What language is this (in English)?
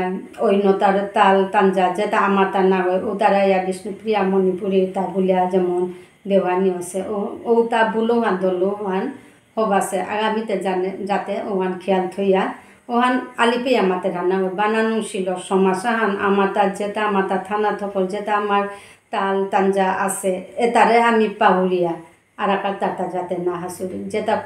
Bishnupriya